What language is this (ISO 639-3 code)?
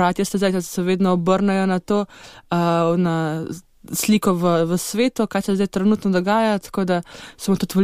slv